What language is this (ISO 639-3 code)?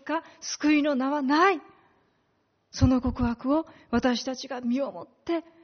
jpn